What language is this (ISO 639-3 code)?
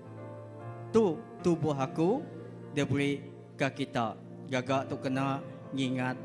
iba